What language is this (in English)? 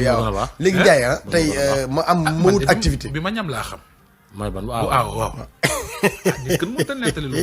Wolof